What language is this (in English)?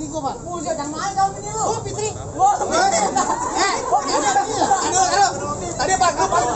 Betawi